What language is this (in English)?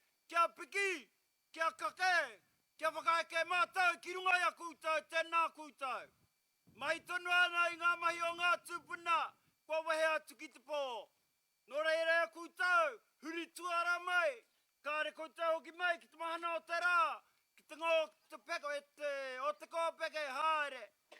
Māori